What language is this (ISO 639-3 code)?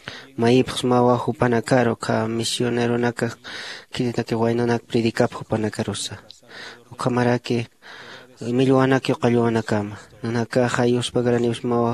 aym